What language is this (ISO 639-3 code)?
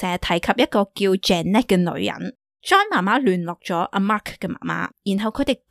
yue